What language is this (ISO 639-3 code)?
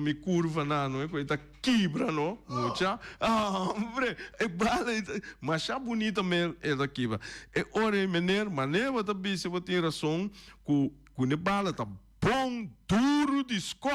pap